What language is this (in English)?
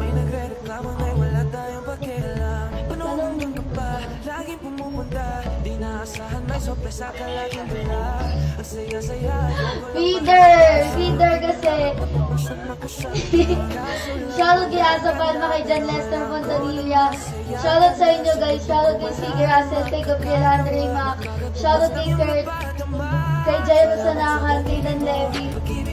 Filipino